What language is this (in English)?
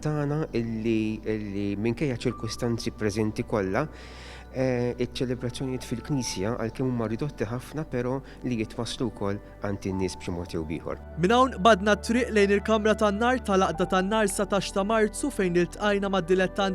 Maltese